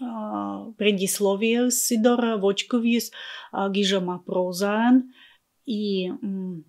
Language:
Komi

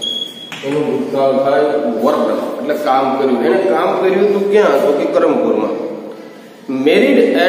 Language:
Gujarati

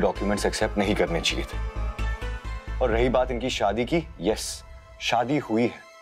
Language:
Hindi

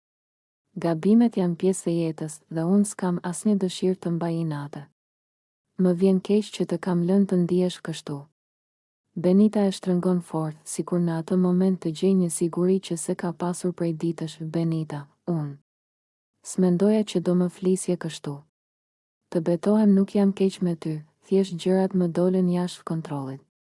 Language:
Albanian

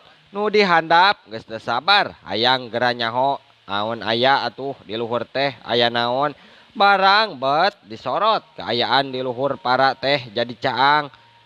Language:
Sundanese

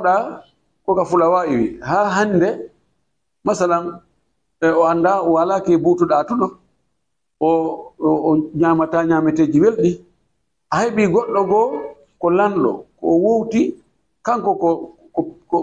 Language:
Fula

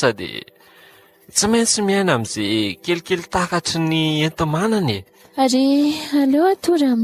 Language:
Malagasy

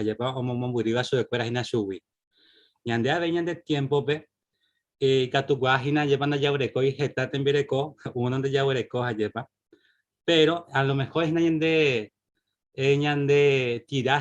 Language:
Guarani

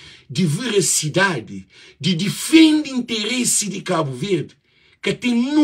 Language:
Kabuverdianu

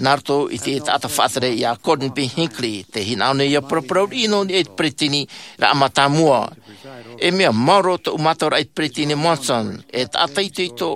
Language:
Tahitian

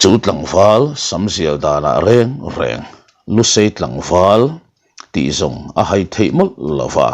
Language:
Mizo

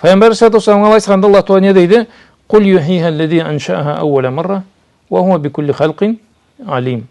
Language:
Karachay-Balkar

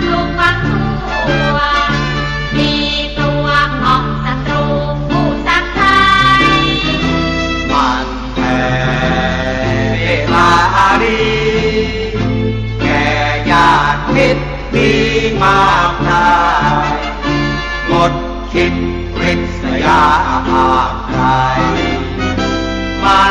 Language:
Thai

